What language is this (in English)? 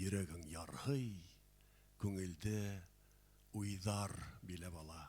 Bashkir